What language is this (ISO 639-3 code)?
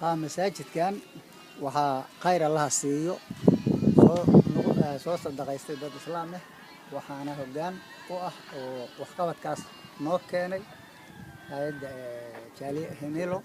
som